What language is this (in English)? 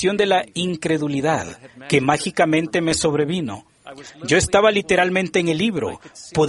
Spanish